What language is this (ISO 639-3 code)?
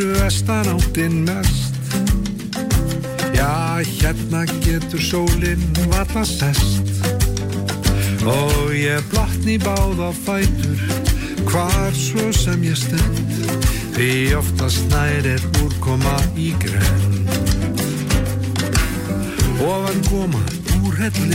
isl